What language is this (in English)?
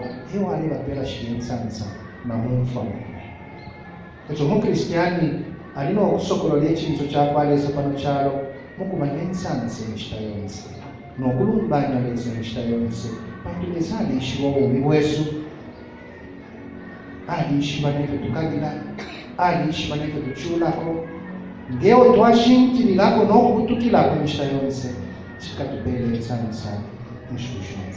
Bemba